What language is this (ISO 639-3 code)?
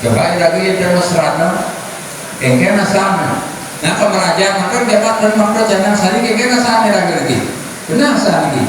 ban